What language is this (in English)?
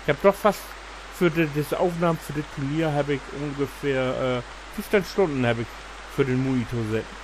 Low German